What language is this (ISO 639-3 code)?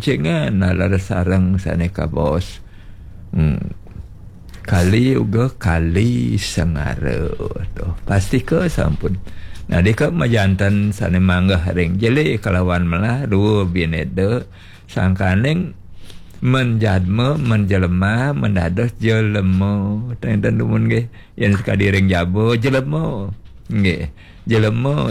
ban